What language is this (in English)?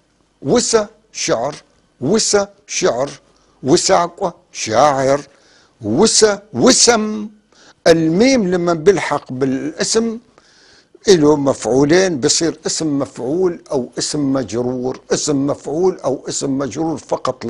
North Levantine Arabic